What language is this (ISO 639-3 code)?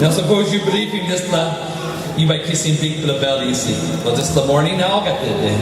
tpi